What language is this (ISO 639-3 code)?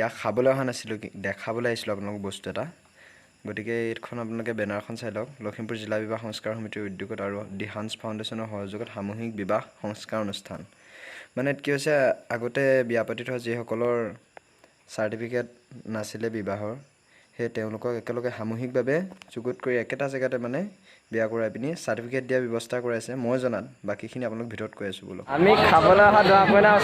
asm